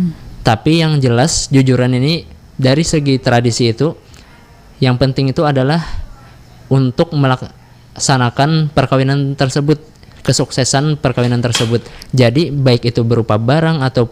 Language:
Banjar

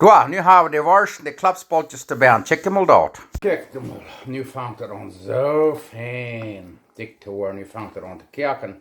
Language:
Plautdietsch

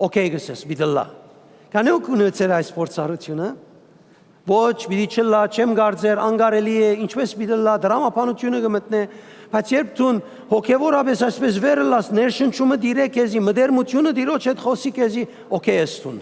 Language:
Western Armenian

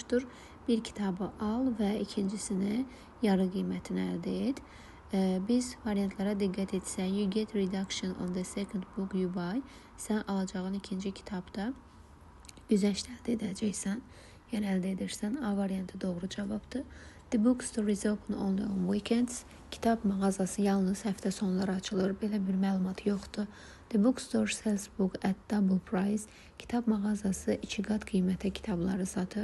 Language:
Azerbaijani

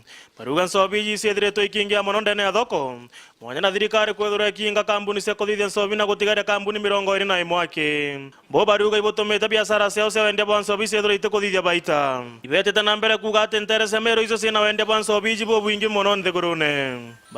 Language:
Meru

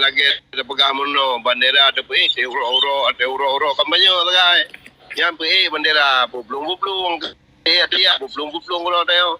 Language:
Achinese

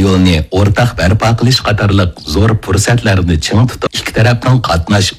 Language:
Uyghur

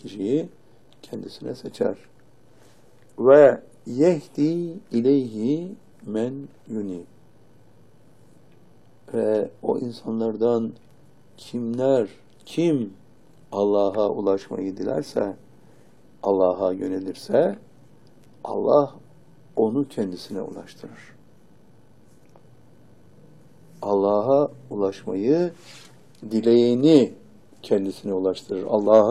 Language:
Turkish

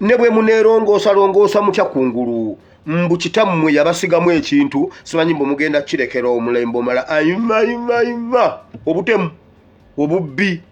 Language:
Ganda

